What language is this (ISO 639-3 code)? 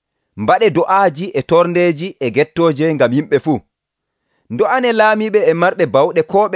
fuv